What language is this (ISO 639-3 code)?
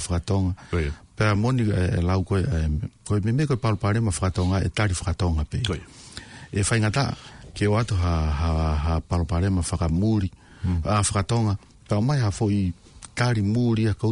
ton